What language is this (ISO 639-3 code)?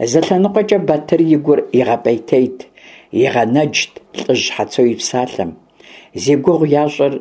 kbd